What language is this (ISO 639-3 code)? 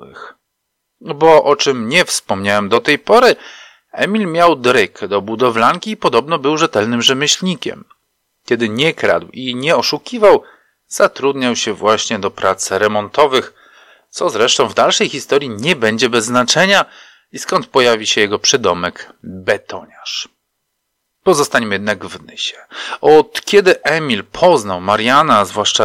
pol